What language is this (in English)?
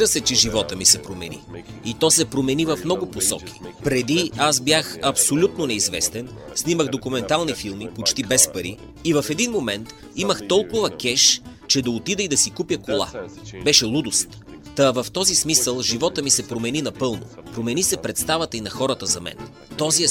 Bulgarian